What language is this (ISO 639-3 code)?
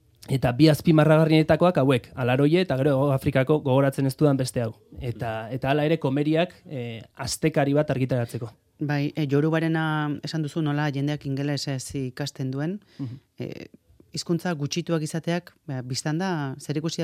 eus